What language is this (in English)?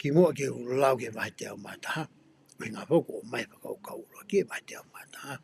Tongan